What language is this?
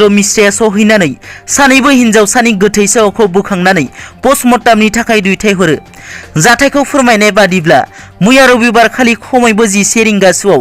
Bodo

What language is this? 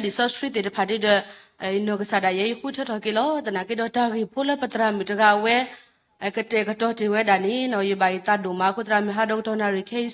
S'gaw Karen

